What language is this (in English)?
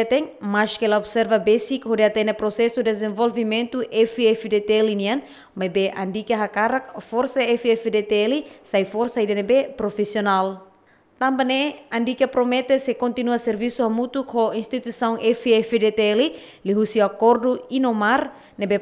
Tetum